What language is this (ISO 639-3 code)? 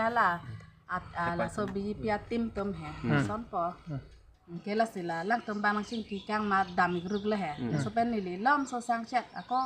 mjw